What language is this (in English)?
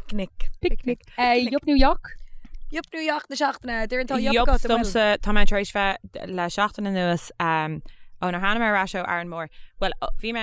Irish